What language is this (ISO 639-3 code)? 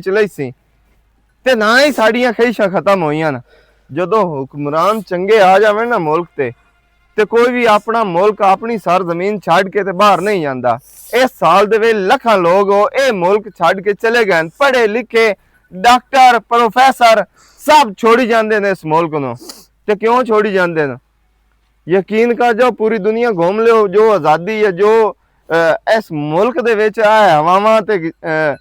lah